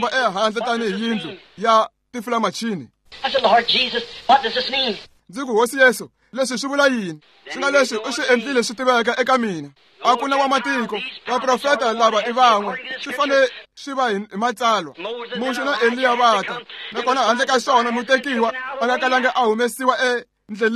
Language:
Tsonga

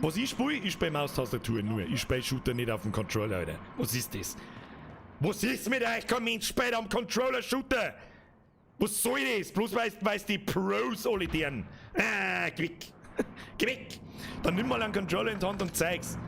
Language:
Bavarian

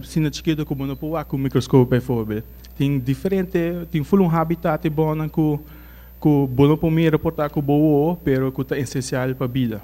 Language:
Papiamento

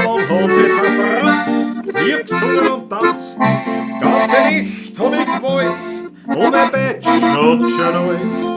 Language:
Bavarian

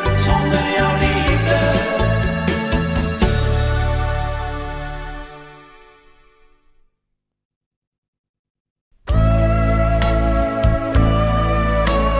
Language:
Dutch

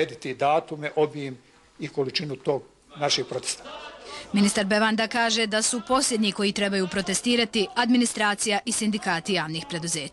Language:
Bosnian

